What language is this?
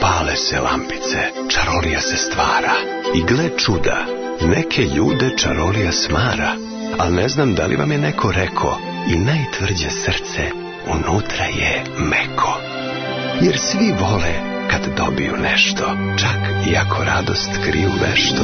Serbian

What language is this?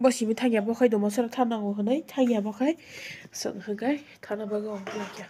Kok Borok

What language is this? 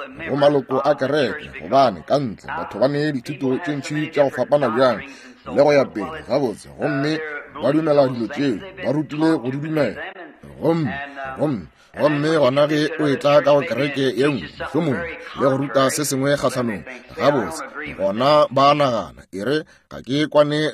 Northern Sotho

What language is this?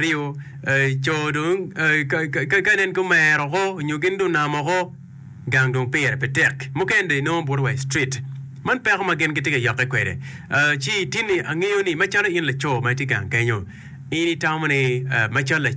Acoli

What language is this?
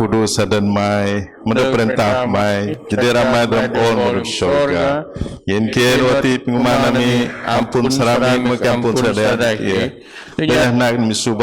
Biatah Bidayuh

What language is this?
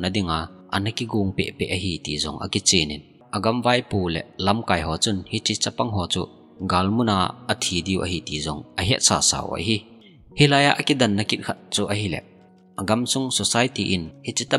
Thado Chin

